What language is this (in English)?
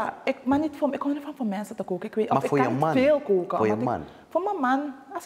Dutch